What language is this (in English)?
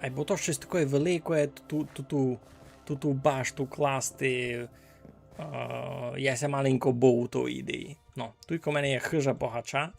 Rusyn